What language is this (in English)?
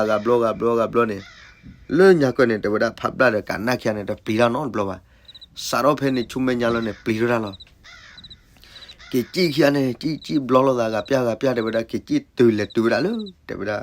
S'gaw Karen